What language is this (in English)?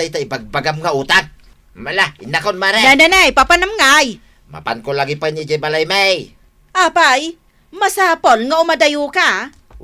Iloko